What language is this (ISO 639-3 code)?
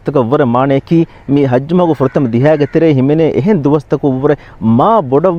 div